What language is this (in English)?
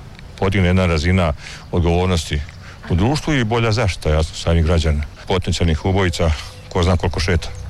Croatian